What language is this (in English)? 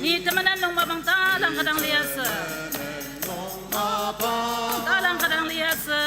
Ao Naga